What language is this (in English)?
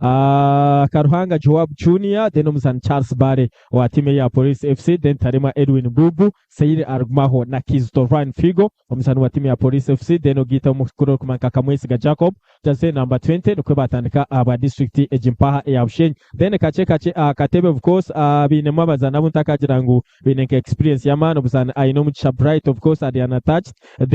Nyankole